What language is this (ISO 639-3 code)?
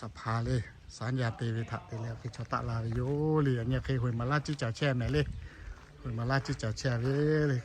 lhu